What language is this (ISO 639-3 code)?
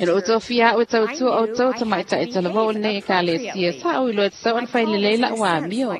smo